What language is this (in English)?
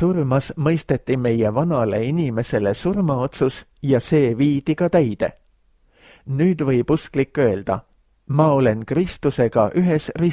Estonian